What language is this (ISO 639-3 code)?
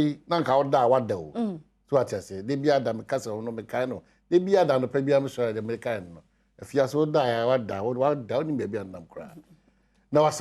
aka